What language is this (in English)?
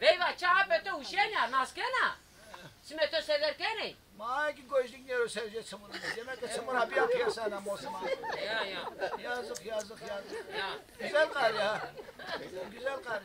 Zaza